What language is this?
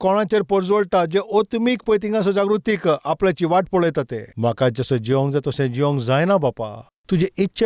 Konkani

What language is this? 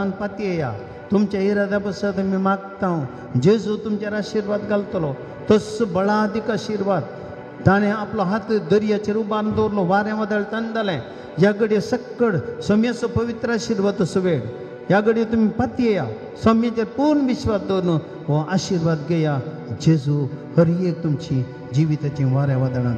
Konkani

